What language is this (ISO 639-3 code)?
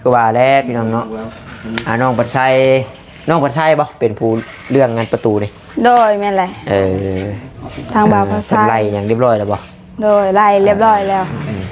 tts